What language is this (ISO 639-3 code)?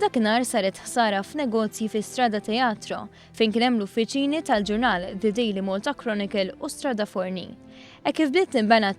mlt